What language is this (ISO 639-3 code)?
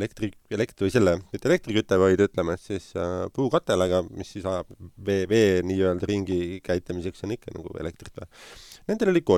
est